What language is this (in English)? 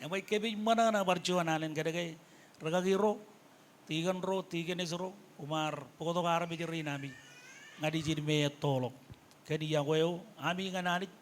Marshallese